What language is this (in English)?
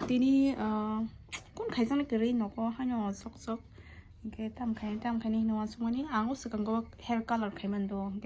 Kok Borok